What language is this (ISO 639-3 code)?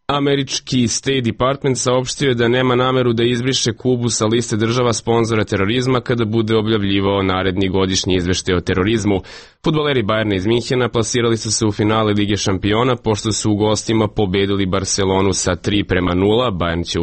srp